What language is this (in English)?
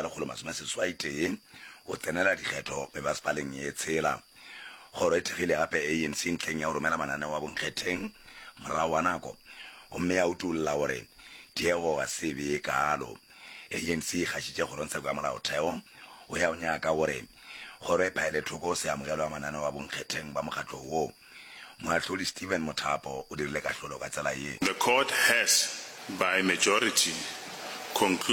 Northern Sotho